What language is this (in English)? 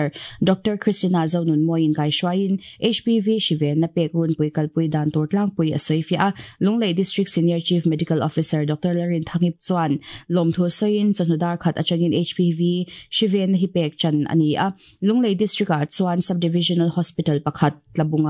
Mizo